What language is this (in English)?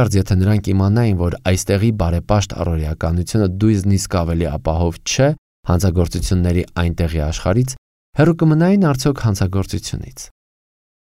Armenian